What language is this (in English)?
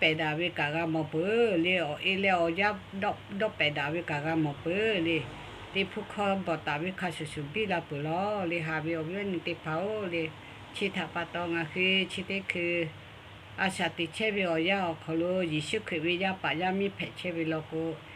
Lahu